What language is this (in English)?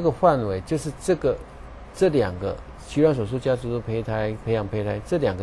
Chinese